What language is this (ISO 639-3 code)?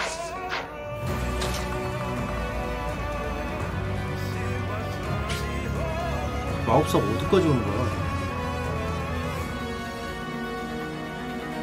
kor